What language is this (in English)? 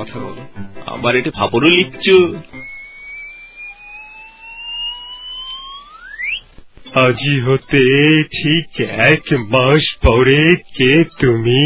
Bangla